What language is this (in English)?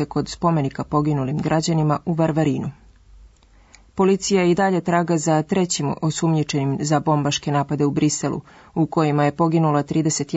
Serbian